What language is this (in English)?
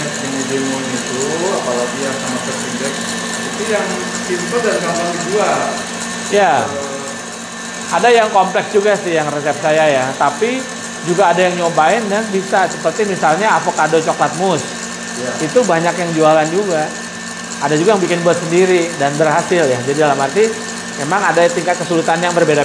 Indonesian